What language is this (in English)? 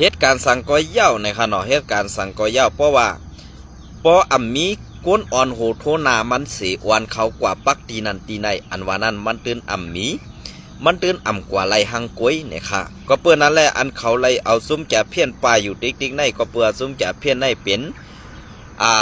Shan